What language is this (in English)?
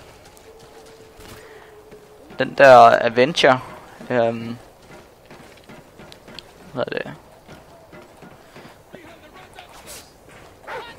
Danish